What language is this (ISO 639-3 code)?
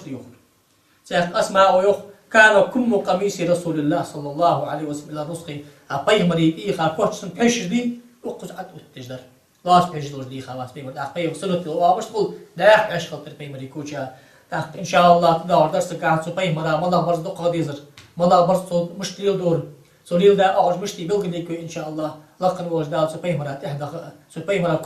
inh